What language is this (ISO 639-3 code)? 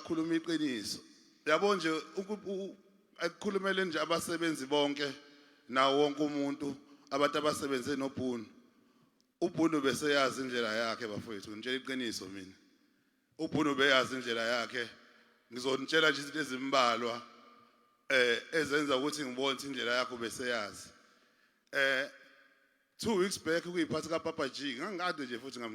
zul